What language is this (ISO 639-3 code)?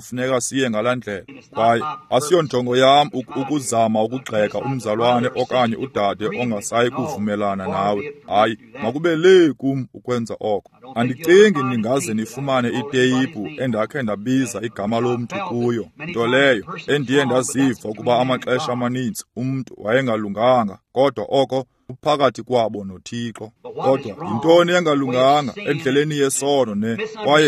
xho